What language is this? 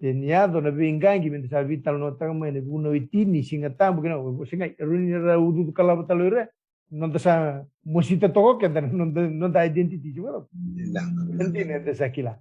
Fijian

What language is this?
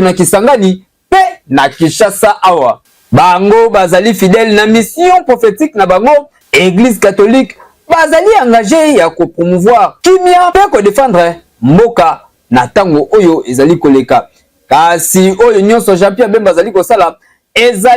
Lingala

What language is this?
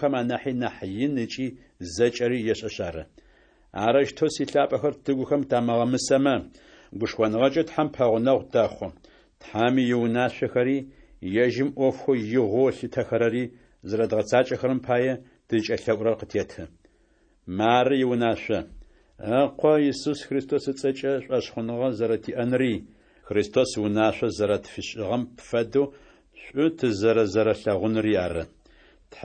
Adyghe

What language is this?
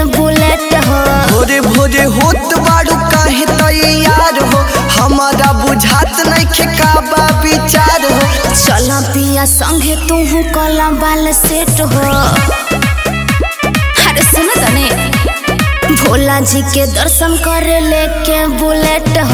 Bhojpuri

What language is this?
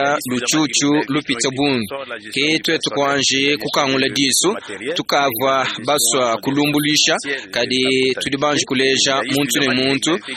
Luba-Lulua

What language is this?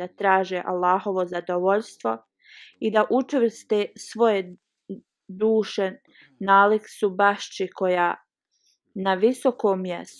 Bosnian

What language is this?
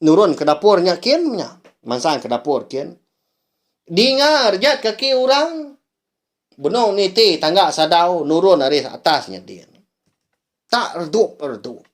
Iban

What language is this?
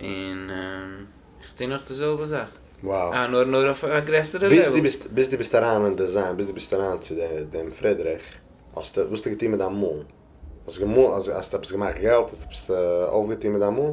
Yiddish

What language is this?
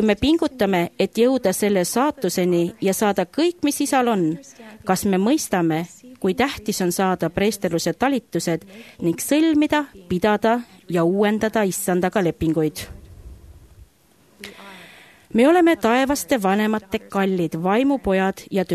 Estonian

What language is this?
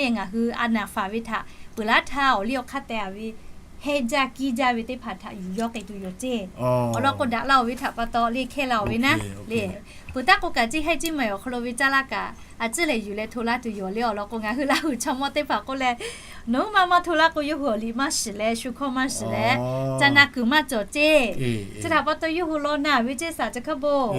Lahu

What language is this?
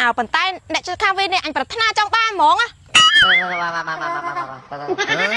Khmer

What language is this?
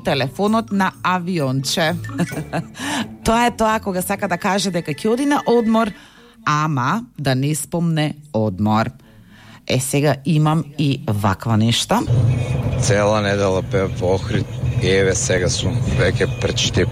Macedonian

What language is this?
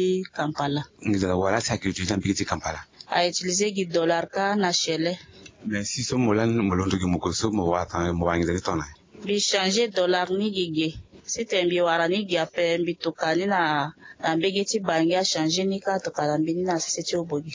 Sango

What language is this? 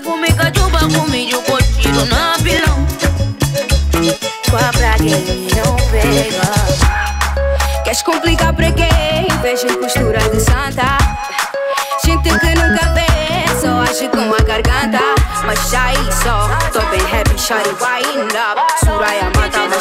Portuguese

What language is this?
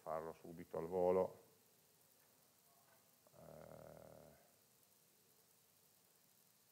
Italian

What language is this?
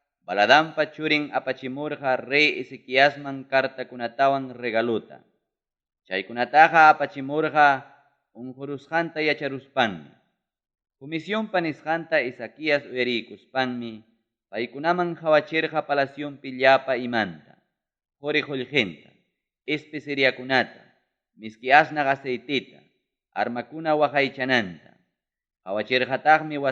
Ayacucho Quechua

